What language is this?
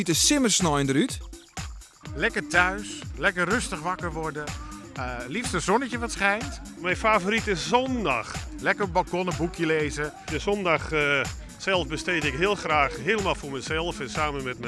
Western Frisian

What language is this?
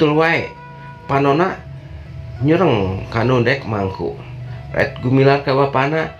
Sundanese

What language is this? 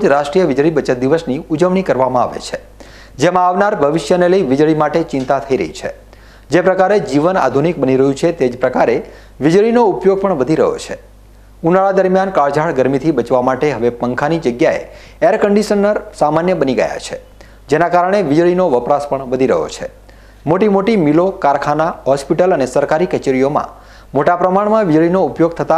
Gujarati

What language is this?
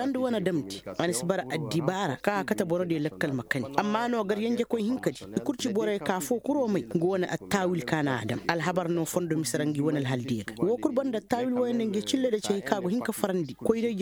Koyraboro Senni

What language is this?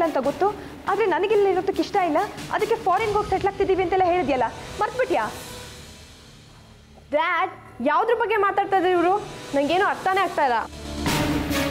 Kannada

